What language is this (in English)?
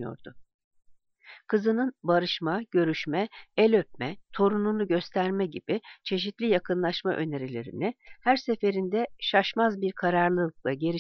Turkish